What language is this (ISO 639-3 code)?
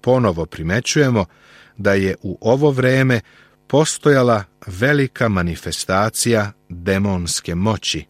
srp